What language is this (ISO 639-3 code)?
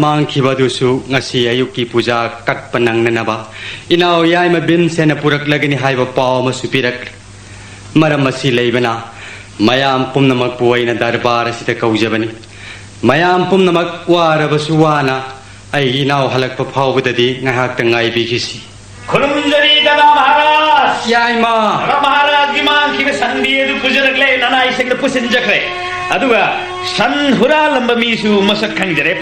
mni